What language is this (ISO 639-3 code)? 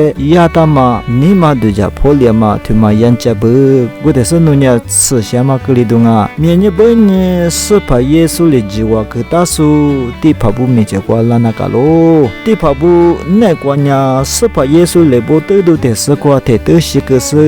lis